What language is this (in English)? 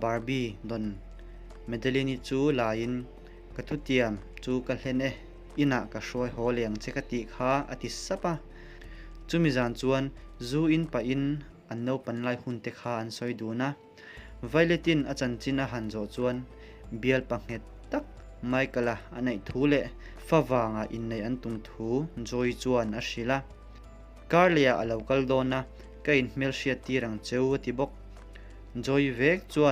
Mizo